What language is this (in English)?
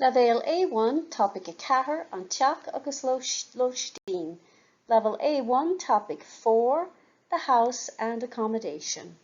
Irish